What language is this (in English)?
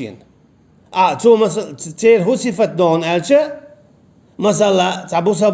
Chechen